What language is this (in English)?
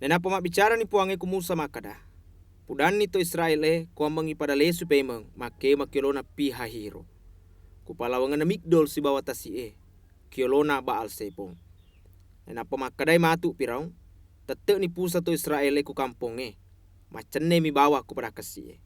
Buginese